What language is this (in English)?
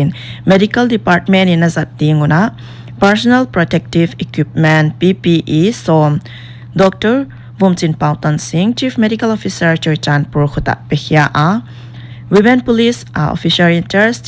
Paite Chin